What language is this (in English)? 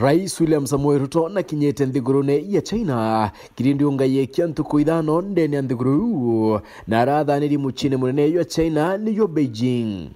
Meru